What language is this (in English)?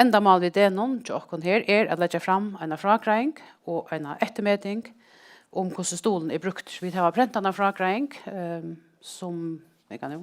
Faroese